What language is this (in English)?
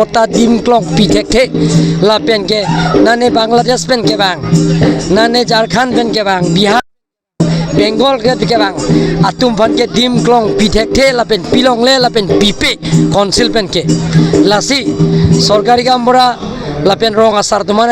Karbi